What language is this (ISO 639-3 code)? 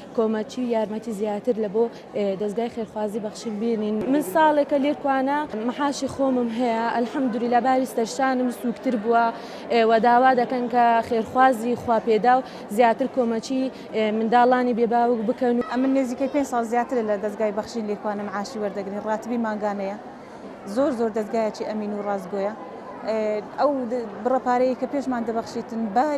ckb